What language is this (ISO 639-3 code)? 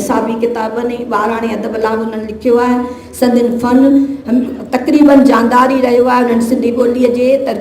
snd